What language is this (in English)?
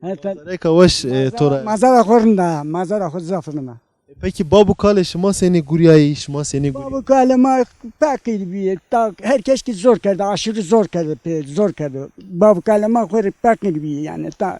Zaza